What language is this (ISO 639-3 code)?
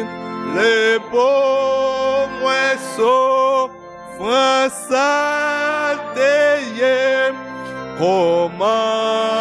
hat